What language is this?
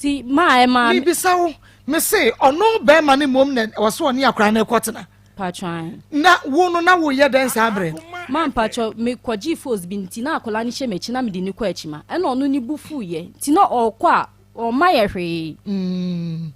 Akan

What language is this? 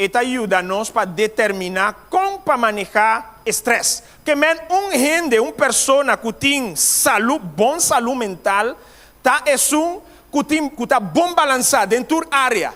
Papiamento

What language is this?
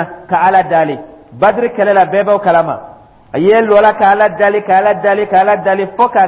Dyula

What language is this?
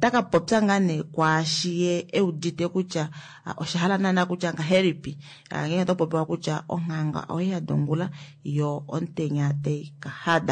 Kuanyama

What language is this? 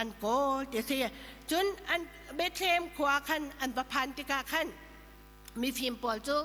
Hakha Chin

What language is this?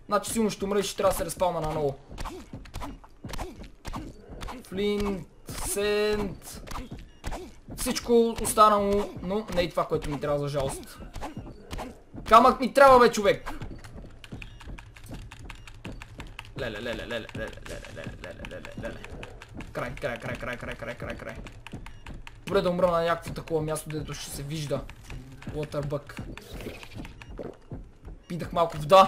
Bulgarian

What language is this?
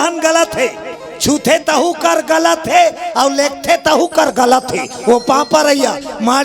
Chhattisgarhi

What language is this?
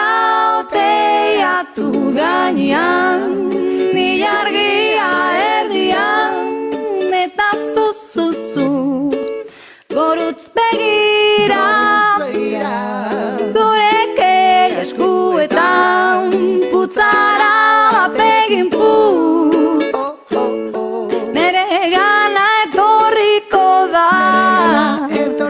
Basque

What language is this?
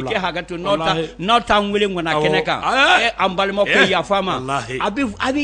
Bambara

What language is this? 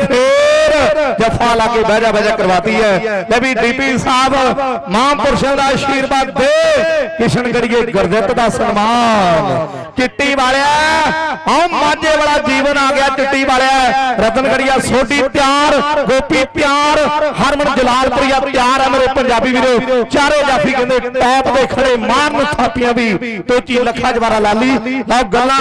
Punjabi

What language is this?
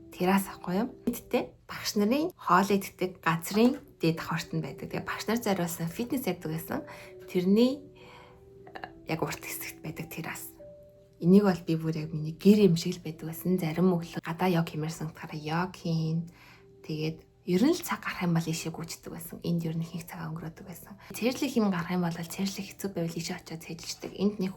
Mongolian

